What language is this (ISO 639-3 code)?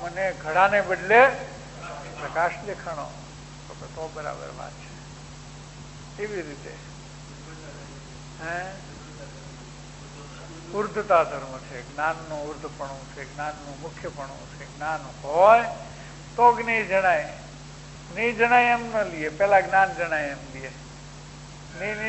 guj